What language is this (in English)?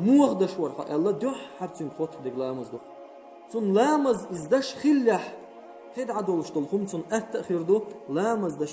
Chechen